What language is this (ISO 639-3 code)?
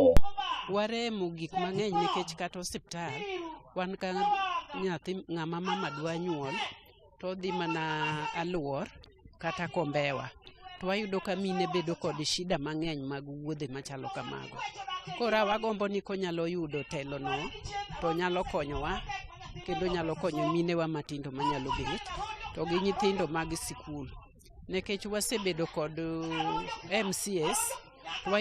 luo